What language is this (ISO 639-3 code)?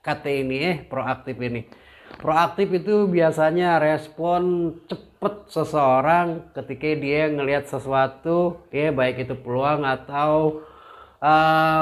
bew